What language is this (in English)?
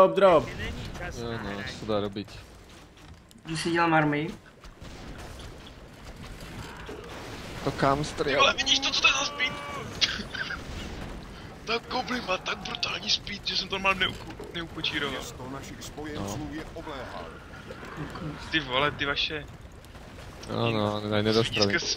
Czech